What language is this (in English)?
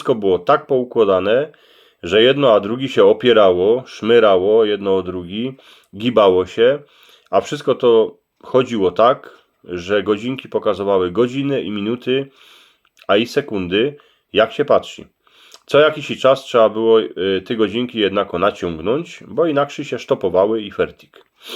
Silesian